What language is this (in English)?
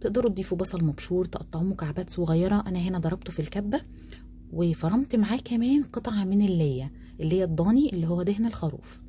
Egyptian Arabic